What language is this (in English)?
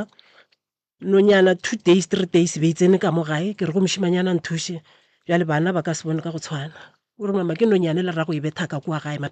Northern Sotho